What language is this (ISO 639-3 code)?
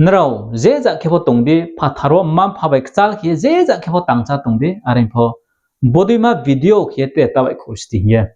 ria